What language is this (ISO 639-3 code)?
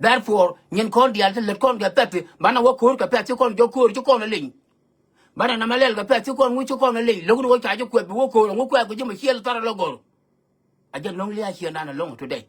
nus